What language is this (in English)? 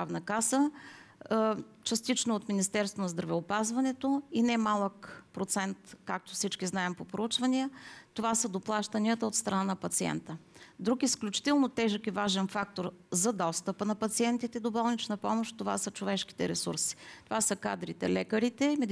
Bulgarian